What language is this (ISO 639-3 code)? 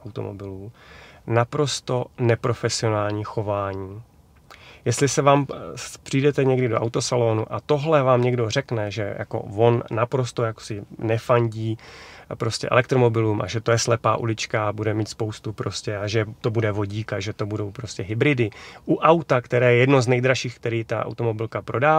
ces